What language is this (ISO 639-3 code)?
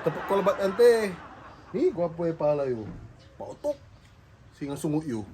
pag